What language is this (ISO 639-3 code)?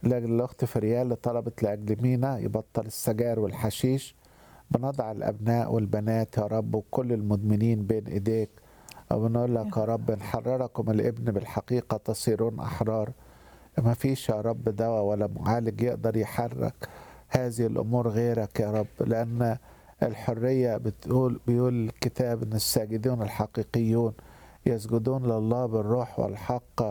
arz